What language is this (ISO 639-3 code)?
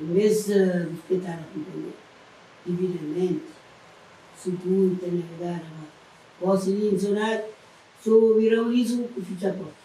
kea